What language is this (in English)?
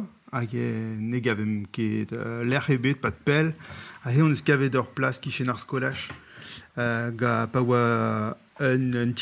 Breton